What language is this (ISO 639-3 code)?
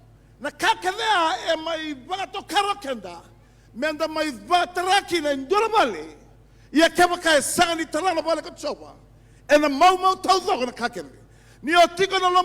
fij